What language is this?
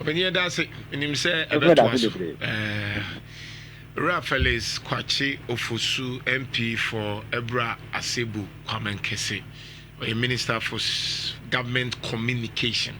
Akan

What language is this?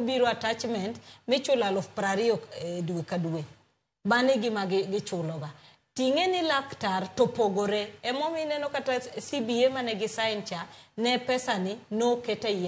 Luo (Kenya and Tanzania)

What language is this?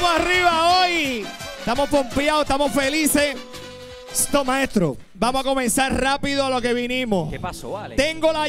Spanish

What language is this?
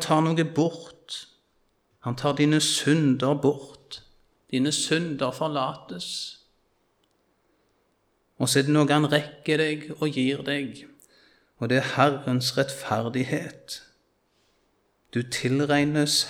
Norwegian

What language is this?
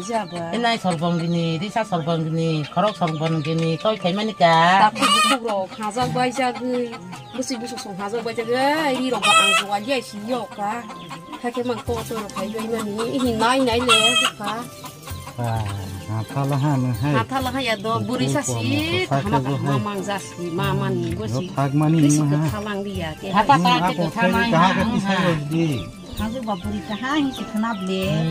Kok Borok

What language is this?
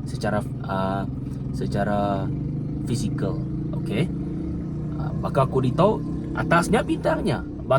Iban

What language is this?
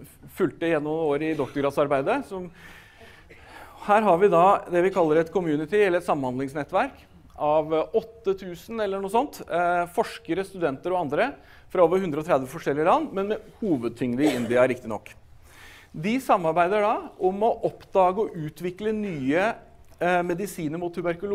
Norwegian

